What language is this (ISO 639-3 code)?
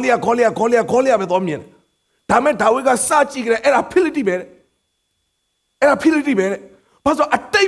mya